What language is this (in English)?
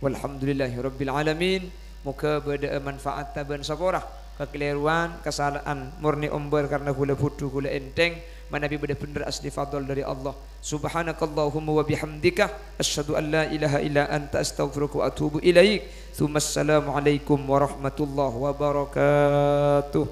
Madurese